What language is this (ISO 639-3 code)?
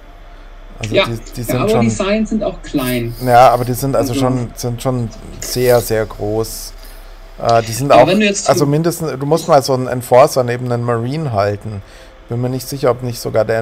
deu